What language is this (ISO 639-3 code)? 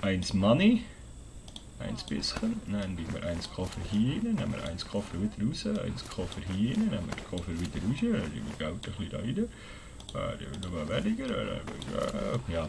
gsw